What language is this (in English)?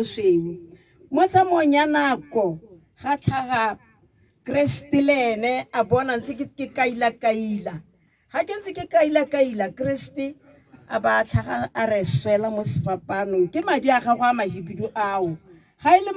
Tswana